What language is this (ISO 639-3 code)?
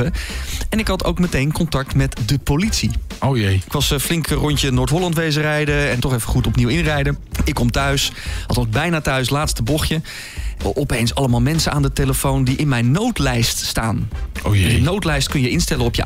nld